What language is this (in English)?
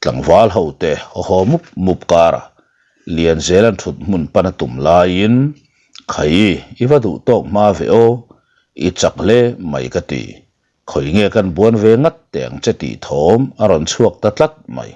Mizo